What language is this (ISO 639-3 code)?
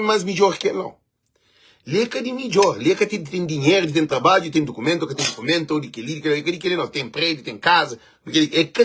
kea